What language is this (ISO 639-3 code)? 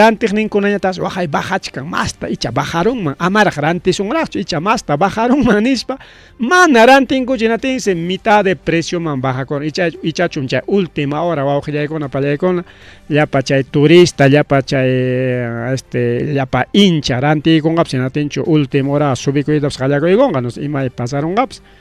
quy